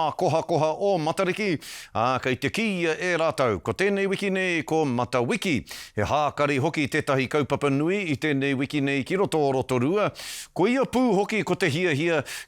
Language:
Māori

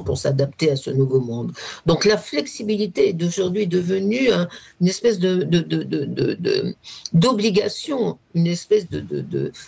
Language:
French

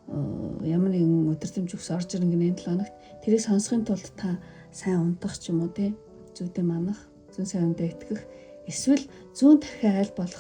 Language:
Mongolian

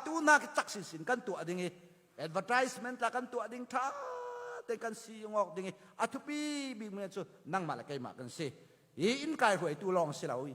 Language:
Falam Chin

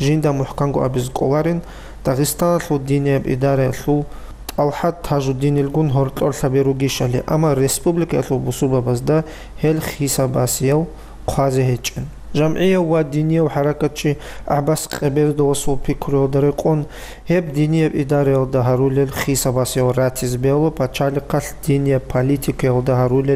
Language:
Avaric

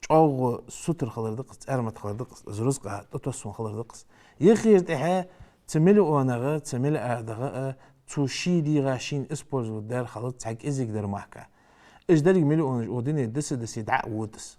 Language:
Ingush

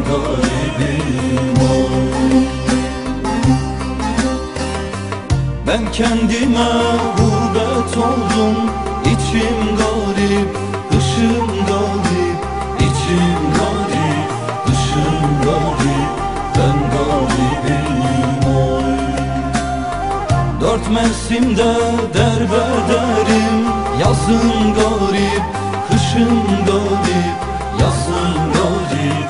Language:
Turkish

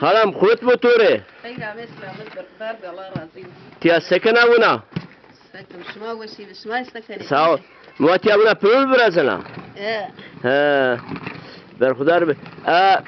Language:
Zaza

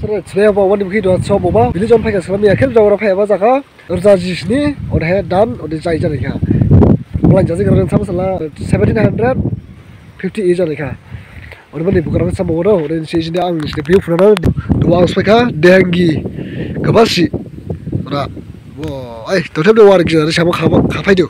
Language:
Dimasa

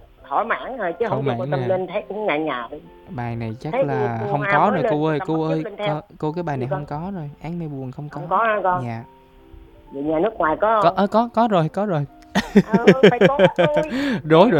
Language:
Vietnamese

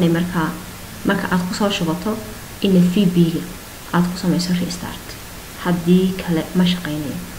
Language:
Somali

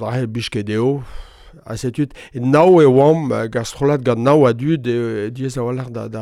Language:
Breton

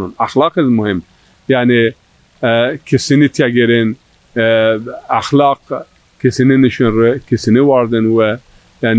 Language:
Zaza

